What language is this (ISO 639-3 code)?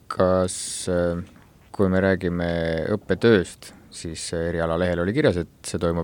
est